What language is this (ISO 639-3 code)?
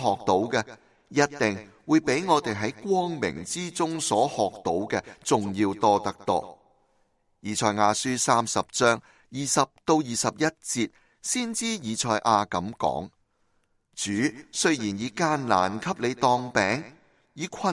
yue